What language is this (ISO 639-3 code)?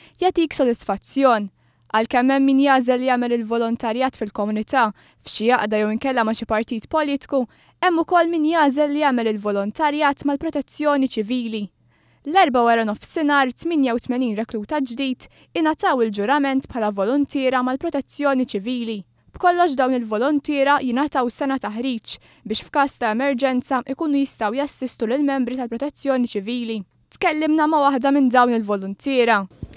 mlt